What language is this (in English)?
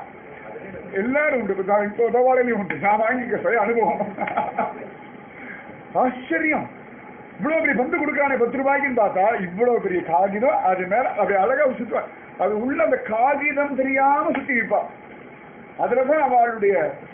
Tamil